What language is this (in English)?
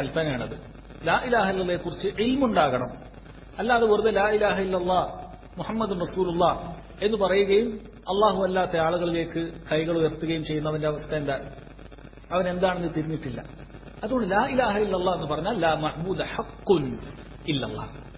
Malayalam